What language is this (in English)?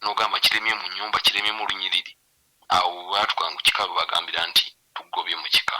Ganda